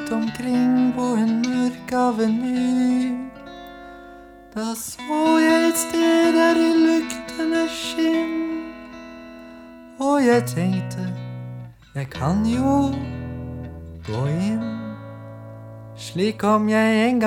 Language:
Norwegian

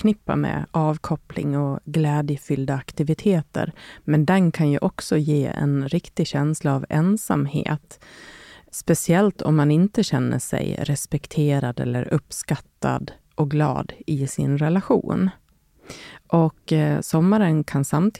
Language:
Swedish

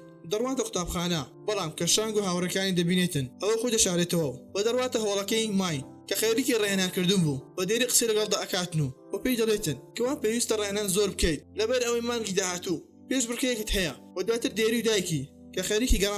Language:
Central Kurdish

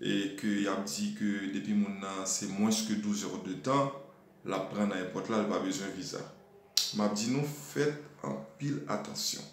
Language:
Haitian Creole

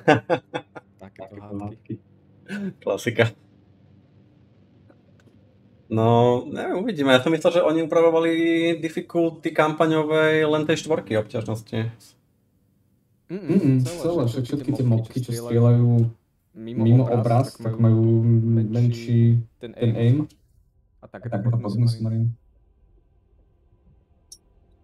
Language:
Slovak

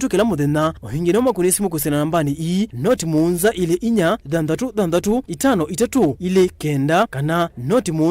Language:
Kamba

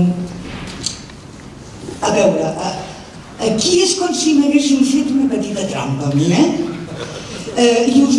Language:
Catalan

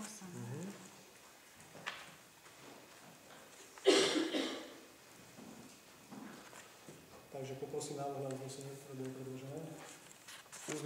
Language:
Slovak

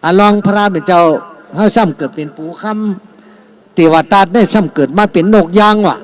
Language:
Shan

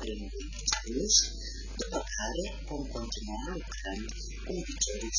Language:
Romanian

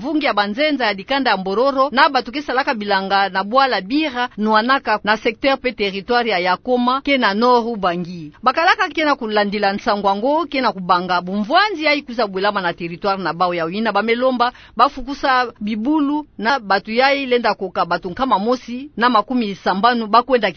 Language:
Kituba (Democratic Republic of Congo)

